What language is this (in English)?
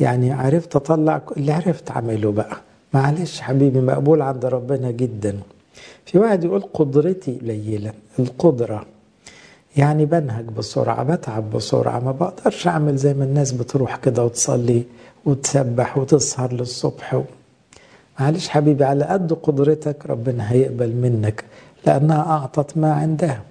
Egyptian Arabic